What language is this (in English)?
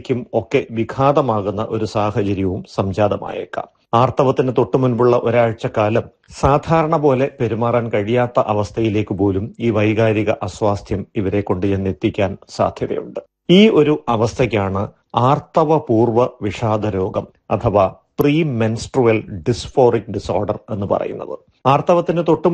Malayalam